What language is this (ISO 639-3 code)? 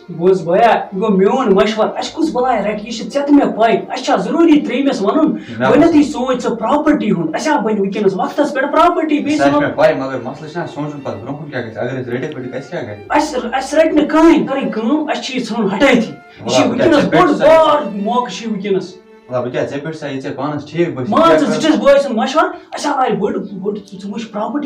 kas